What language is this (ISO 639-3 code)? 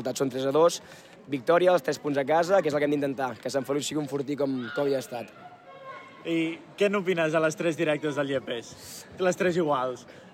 cat